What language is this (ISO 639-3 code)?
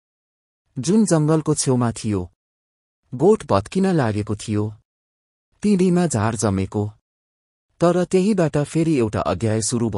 nep